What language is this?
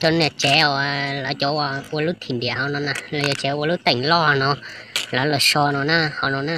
Hmong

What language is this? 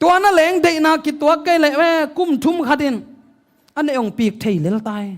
Tedim Chin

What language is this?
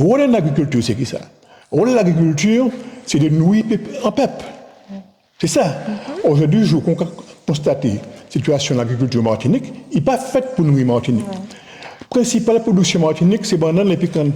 Guadeloupean Creole French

